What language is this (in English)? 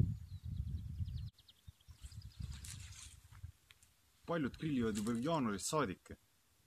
Estonian